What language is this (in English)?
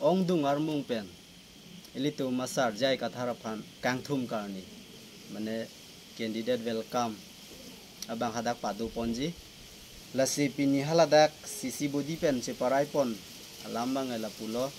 Karbi